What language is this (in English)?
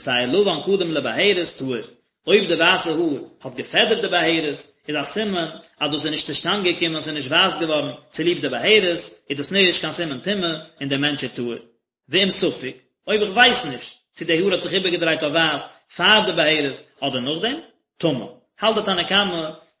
Yiddish